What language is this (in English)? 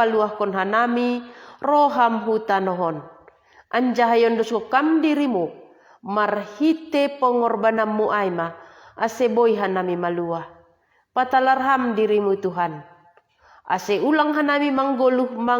Batak Simalungun